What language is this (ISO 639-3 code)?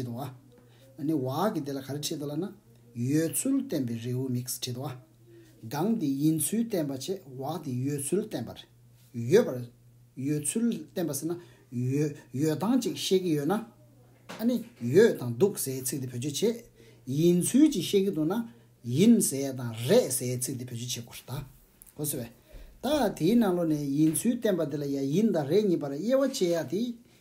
bod